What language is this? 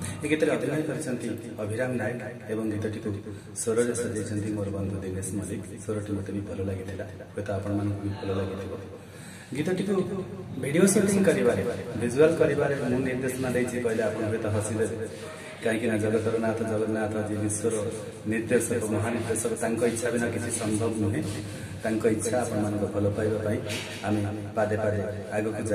Odia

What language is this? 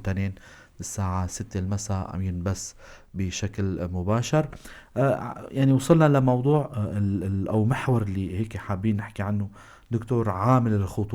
North Levantine Arabic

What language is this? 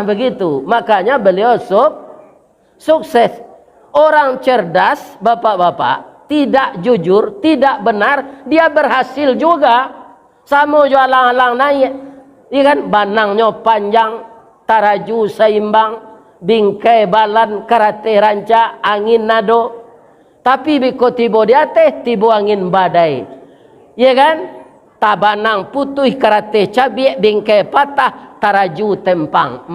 Minangkabau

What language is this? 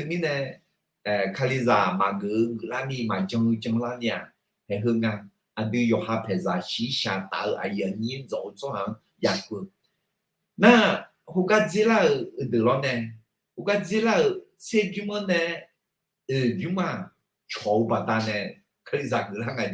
Akha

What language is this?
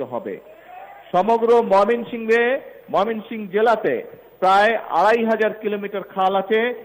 Bangla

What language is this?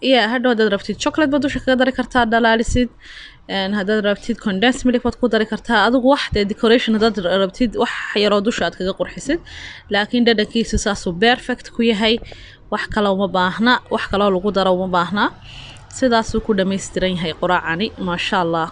Somali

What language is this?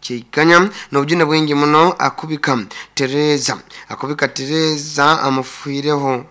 Nyankole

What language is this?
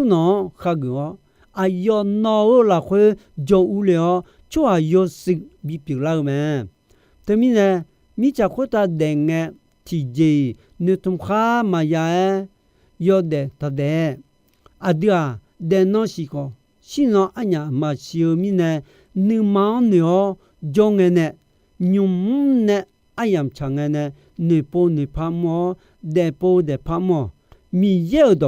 Akha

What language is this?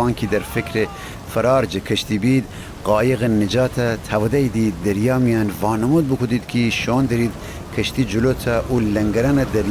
Gilaki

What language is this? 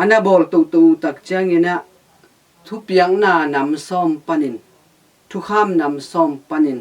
Tedim Chin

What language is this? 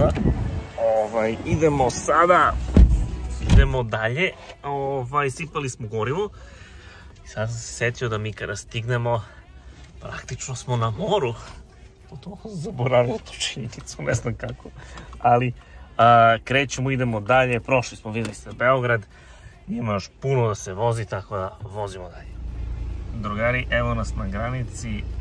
Serbian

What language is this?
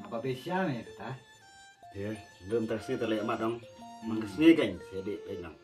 Khasi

